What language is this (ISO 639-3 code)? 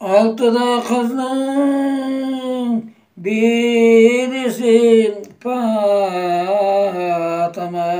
crh